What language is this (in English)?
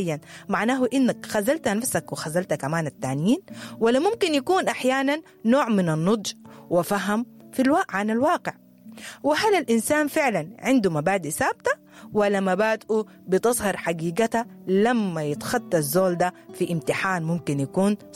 Sudanese Arabic